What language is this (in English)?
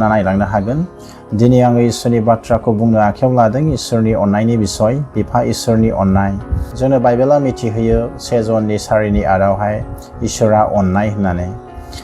Bodo